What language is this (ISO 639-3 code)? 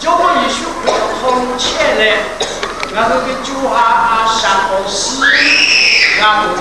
lhu